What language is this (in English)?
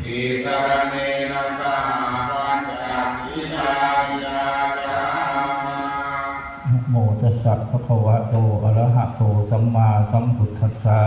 Pali